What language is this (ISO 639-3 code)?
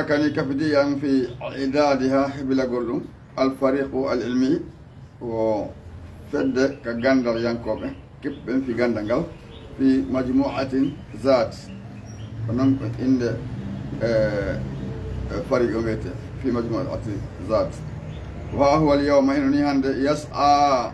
ful